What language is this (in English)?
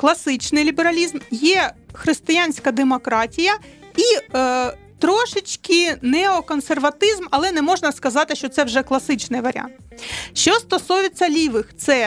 Ukrainian